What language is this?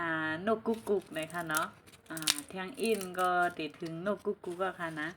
Shan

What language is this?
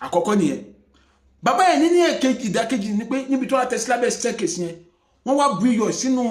Yoruba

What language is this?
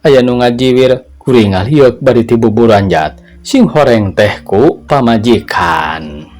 Sundanese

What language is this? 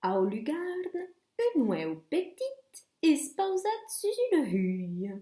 Occitan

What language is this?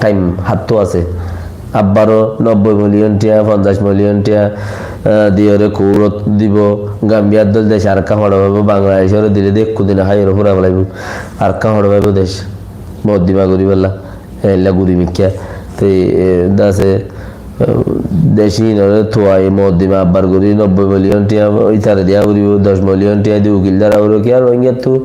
Rohingya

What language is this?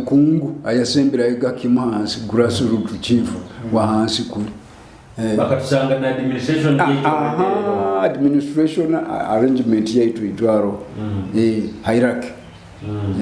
Nyoro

